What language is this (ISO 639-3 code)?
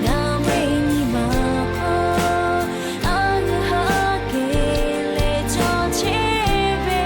lhu